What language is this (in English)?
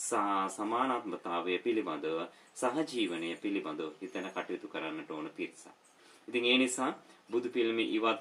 Sinhala